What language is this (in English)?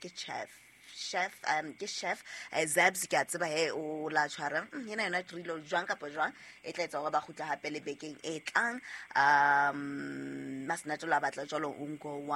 Southern Sotho